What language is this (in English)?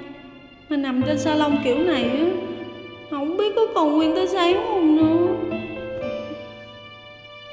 Vietnamese